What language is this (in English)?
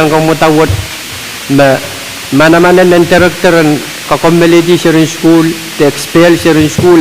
Pohnpeian